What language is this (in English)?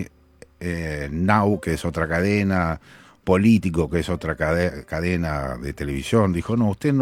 Spanish